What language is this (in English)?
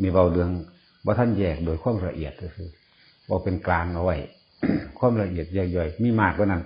Northeastern Thai